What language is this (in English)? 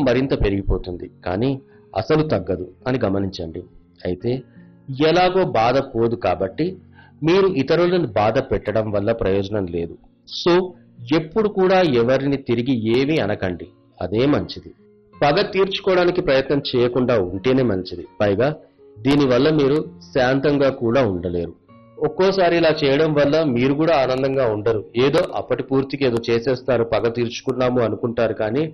Telugu